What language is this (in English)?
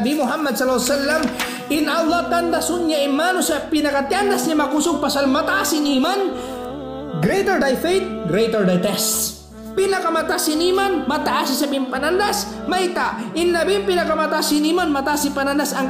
Tausug